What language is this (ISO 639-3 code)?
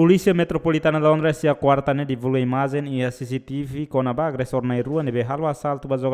tet